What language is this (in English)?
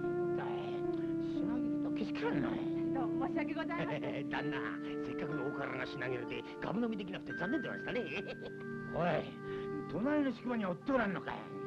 Japanese